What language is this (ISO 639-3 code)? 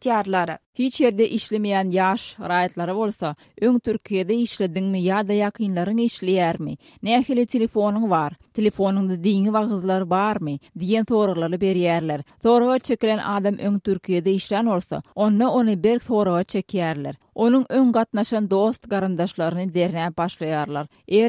tuk